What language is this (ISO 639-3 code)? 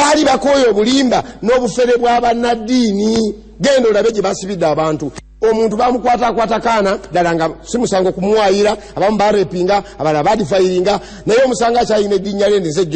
lug